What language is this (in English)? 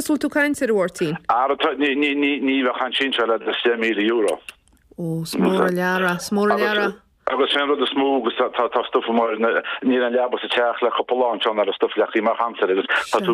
Irish